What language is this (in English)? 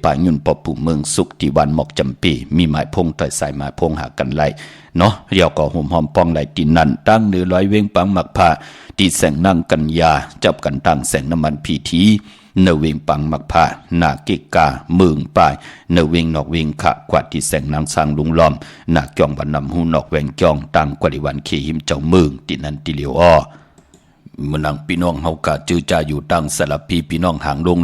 Shan